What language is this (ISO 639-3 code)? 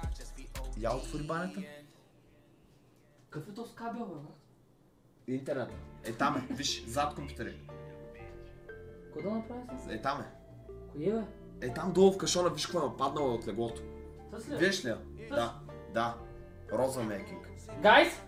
bul